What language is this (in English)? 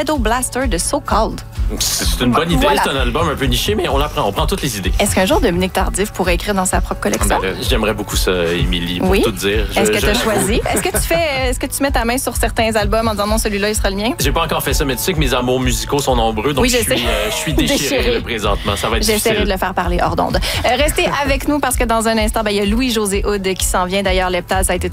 French